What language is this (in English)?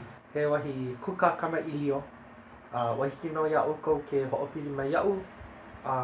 Hawaiian